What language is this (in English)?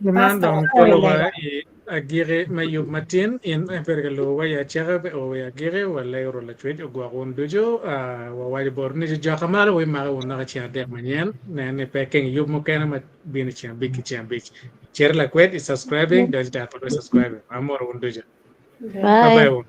Acoli